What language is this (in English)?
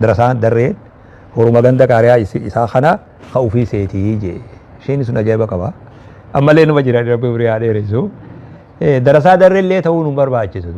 Oromo